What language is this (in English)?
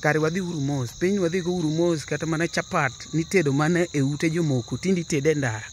Luo (Kenya and Tanzania)